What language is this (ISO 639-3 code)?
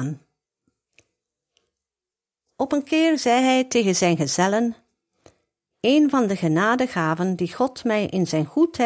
nld